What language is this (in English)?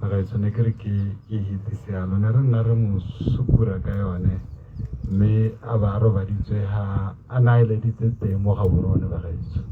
Tswana